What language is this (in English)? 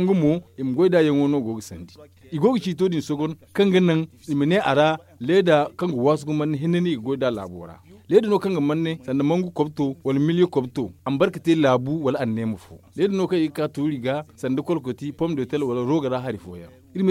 Zarma